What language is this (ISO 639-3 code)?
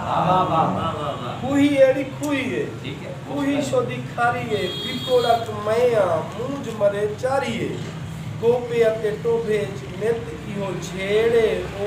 skr